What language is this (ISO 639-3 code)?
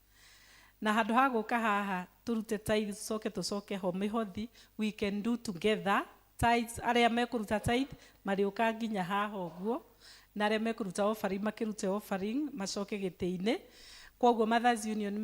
kik